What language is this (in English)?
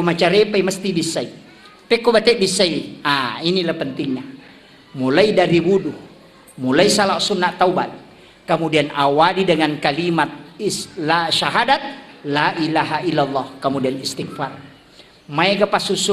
Buginese